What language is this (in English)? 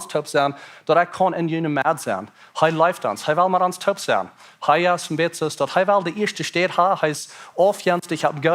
Plautdietsch